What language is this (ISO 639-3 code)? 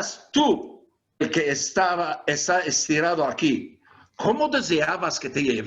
lad